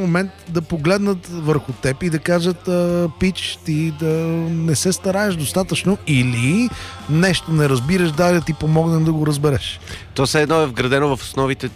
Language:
Bulgarian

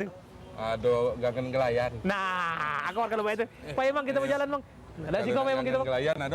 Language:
Musi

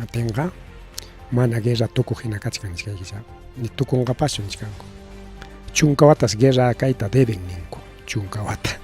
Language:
Ayacucho Quechua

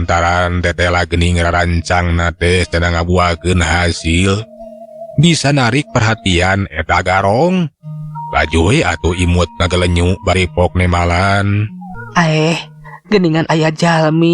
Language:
Sundanese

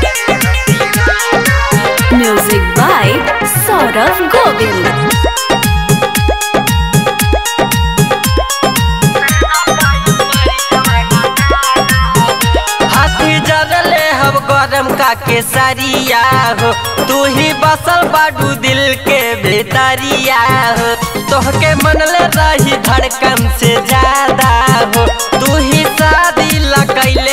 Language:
Bhojpuri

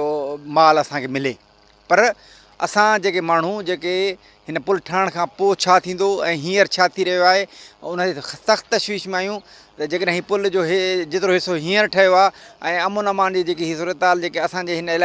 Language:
Sindhi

